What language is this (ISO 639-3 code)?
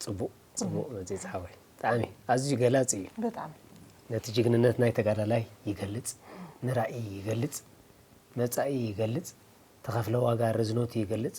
tir